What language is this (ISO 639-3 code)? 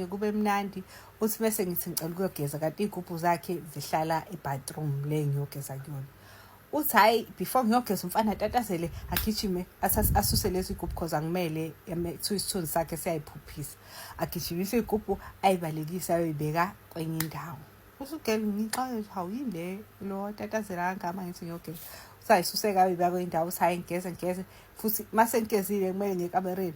zul